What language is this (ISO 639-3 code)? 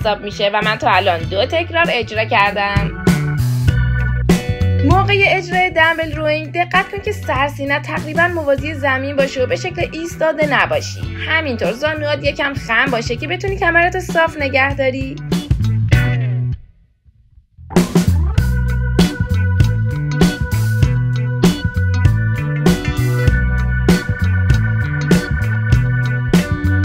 fas